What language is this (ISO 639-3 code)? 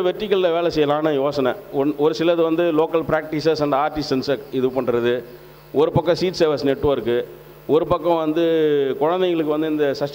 tam